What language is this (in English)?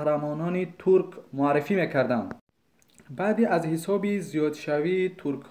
Tajik